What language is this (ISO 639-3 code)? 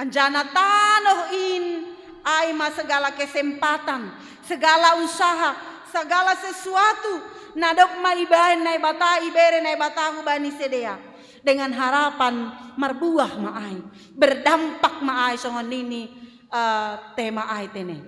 bts